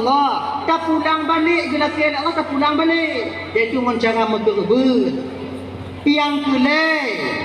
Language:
Achinese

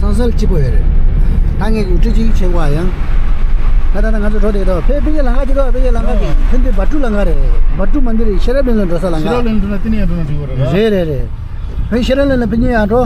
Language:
Tibetan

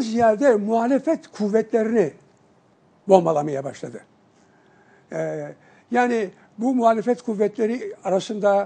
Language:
Turkish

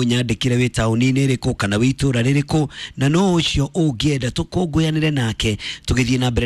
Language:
Kikuyu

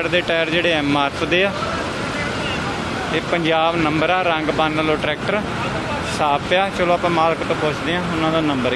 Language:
Punjabi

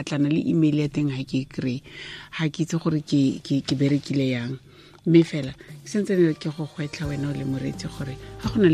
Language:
Tswana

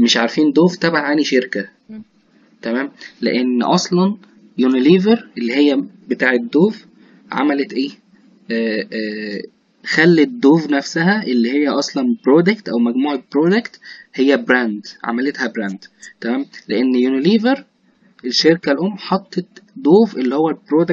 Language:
Egyptian Arabic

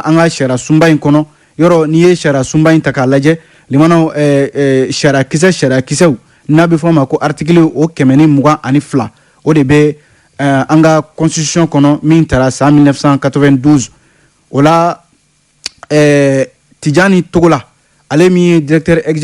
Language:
Bambara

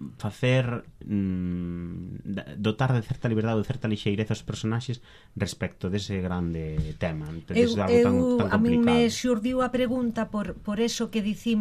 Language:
Galician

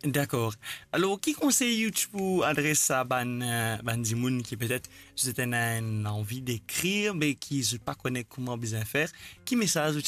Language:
Morisyen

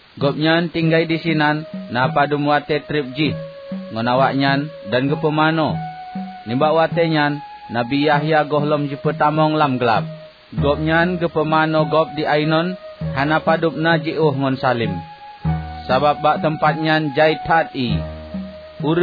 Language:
Achinese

